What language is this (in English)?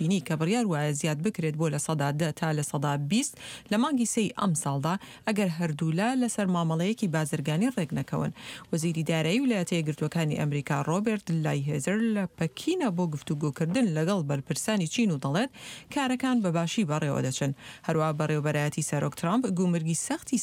Central Kurdish